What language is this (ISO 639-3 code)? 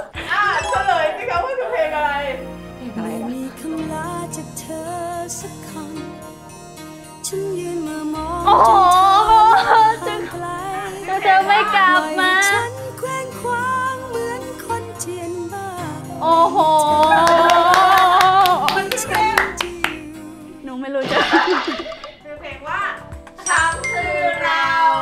tha